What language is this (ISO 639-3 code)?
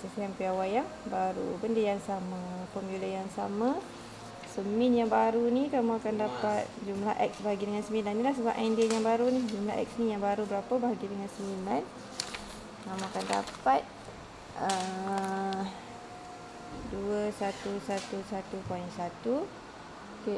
msa